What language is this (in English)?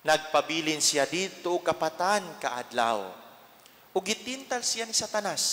Cebuano